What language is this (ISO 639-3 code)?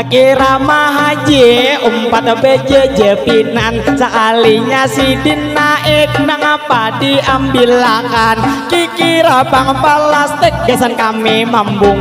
bjn